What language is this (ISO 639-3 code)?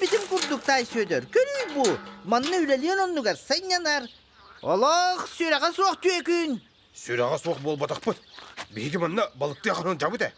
sah